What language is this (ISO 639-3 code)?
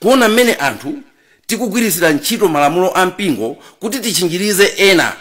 nya